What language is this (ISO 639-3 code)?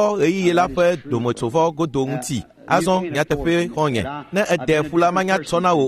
ewe